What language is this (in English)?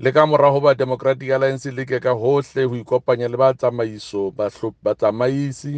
Southern Sotho